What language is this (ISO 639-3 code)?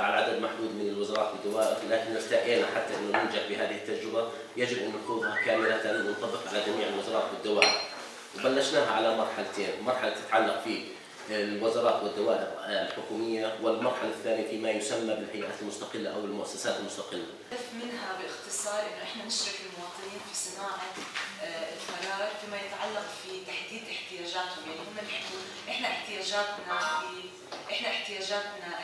arz